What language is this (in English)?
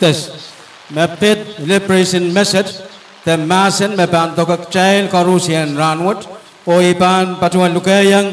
Pohnpeian